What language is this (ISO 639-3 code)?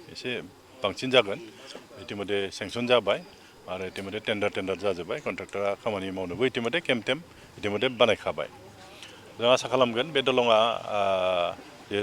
brx